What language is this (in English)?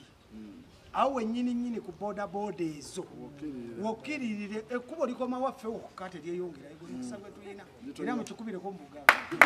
Ganda